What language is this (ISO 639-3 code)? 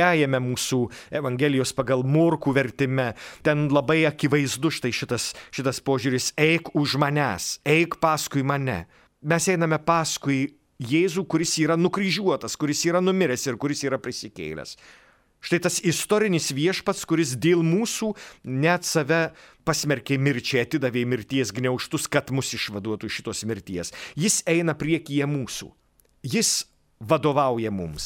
lit